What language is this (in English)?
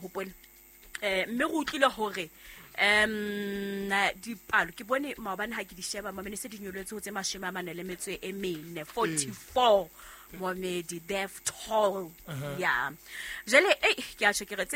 Southern Sotho